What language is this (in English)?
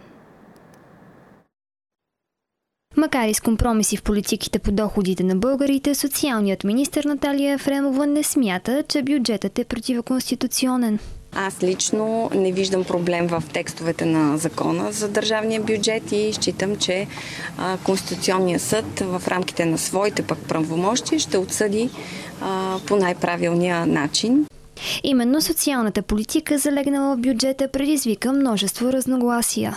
Bulgarian